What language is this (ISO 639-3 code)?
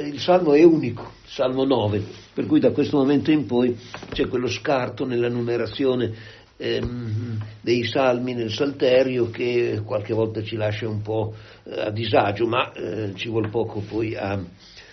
ita